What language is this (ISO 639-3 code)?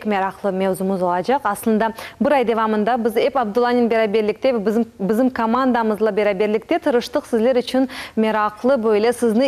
crh